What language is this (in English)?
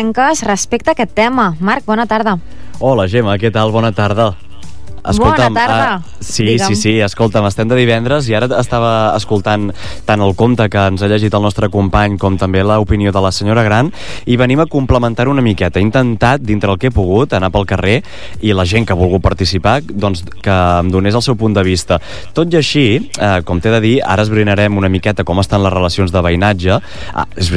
Catalan